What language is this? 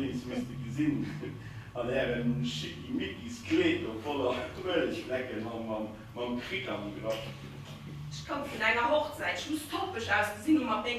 Luxembourgish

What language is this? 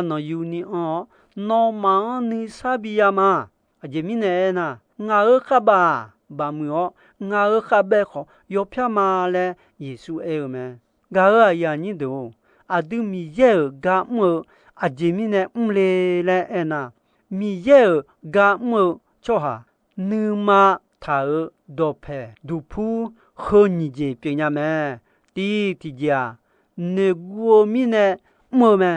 Akha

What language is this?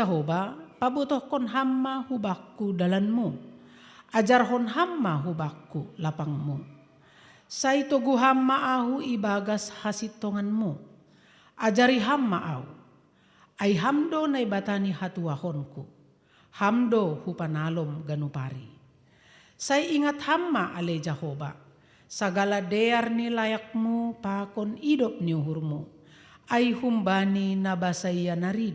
Batak Simalungun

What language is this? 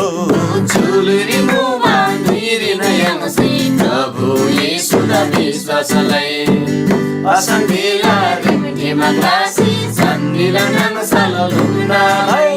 Eastern Tamang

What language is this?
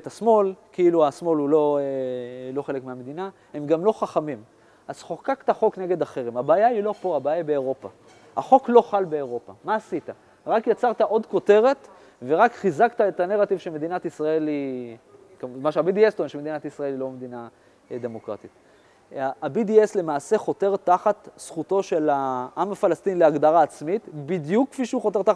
Hebrew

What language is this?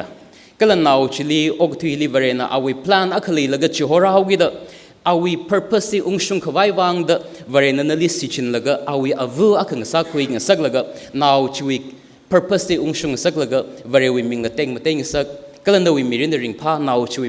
Tangkhul Naga (India)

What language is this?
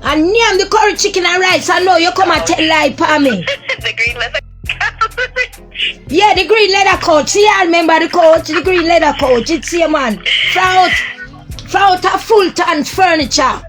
Jamaican Creole English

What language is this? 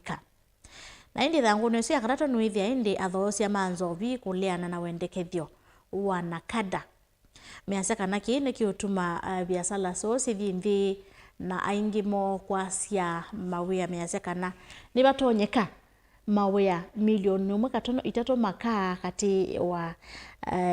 Kamba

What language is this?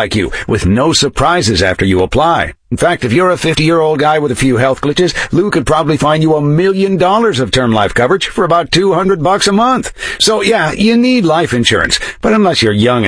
English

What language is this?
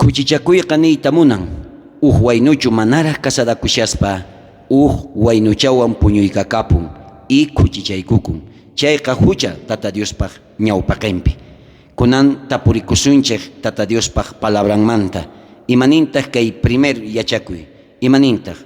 South Bolivian Quechua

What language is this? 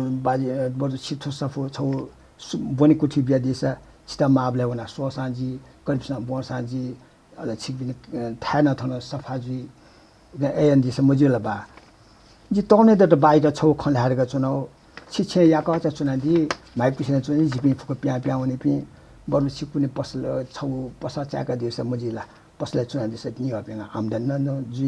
Newari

